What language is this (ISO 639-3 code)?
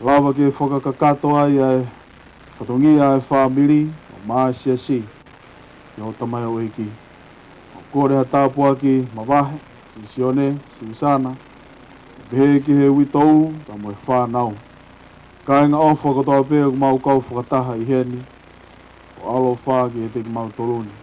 ton